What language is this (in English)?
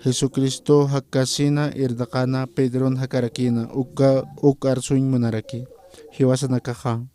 Aymara